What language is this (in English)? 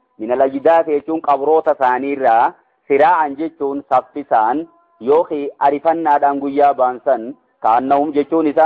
Oromo